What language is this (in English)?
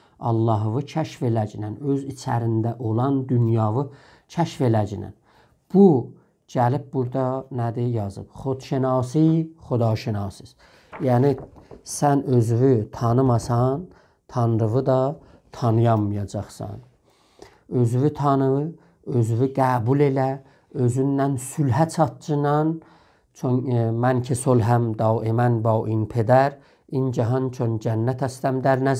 South Azerbaijani